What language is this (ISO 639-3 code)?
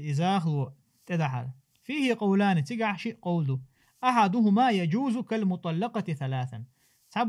che